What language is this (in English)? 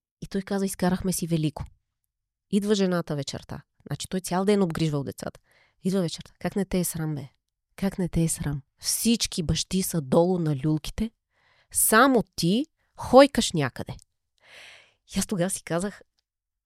Bulgarian